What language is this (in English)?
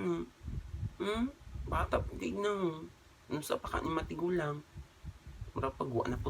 Cebuano